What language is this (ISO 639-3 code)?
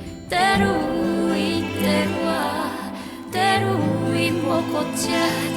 mri